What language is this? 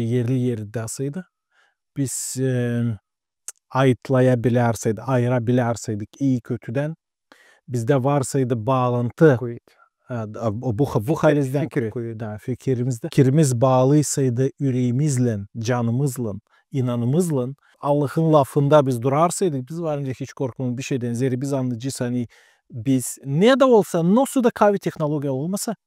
Gagauz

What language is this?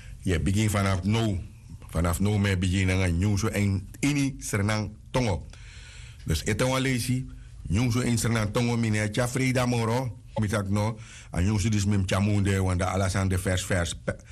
Sranan Tongo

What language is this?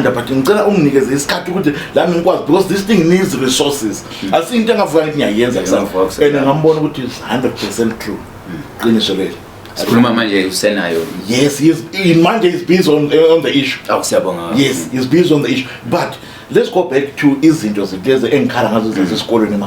Zulu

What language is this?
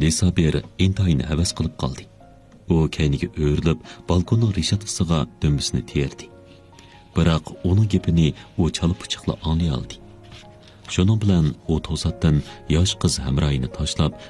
Uyghur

